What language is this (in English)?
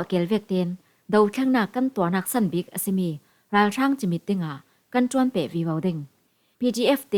Falam Chin